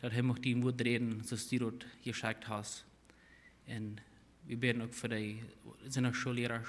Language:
Plautdietsch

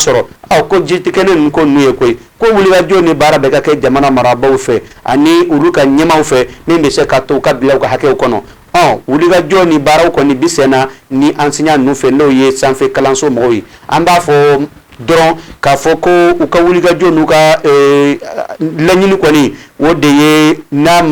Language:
Bambara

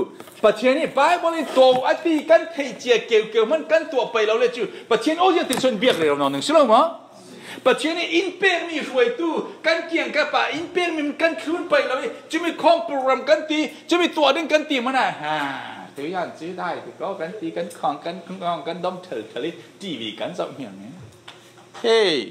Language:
Falam Chin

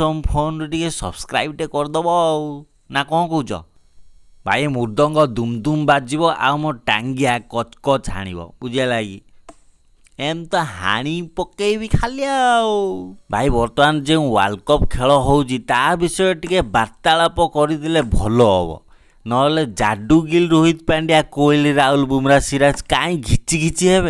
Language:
Odia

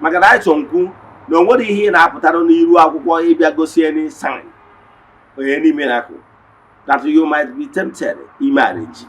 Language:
Igbo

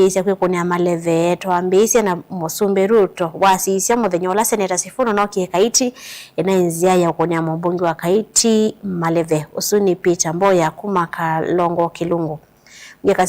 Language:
Kamba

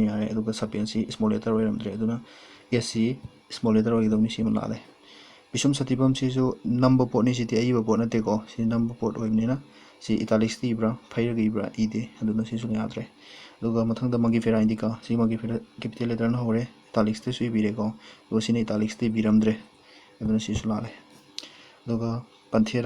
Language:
Manipuri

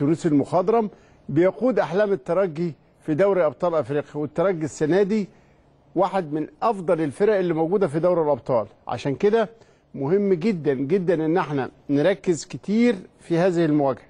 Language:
Egyptian Arabic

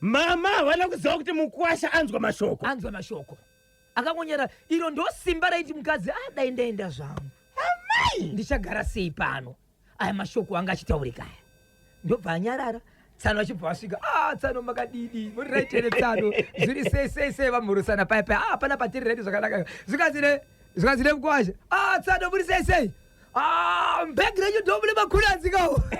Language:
Shona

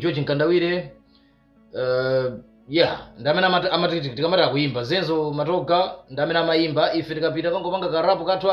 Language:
Nyanja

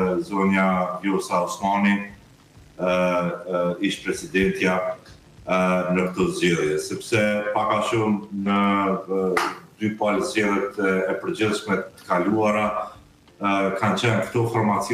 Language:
Albanian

